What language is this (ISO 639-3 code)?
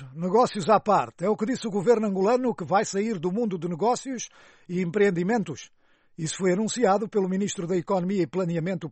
por